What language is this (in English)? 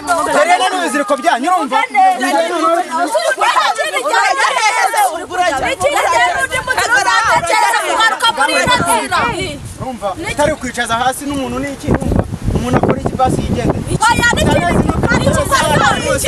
Kinyarwanda